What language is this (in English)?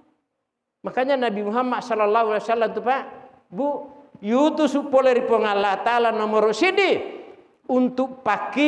Buginese